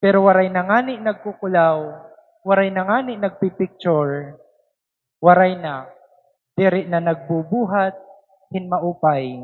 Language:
Waray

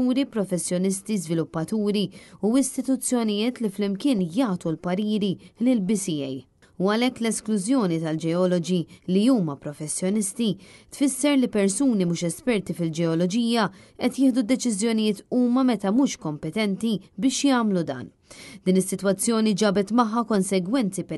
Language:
Maltese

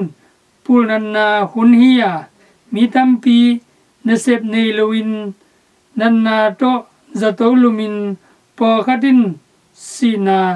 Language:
Tedim Chin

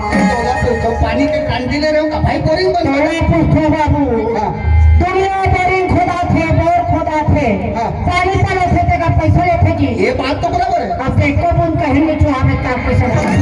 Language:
Chhattisgarhi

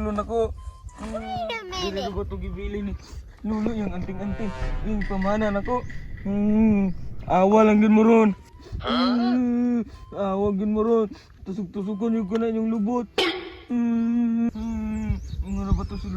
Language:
Cebuano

